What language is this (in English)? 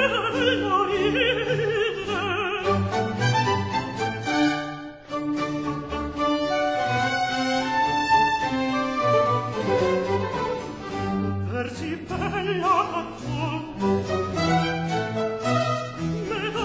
Italian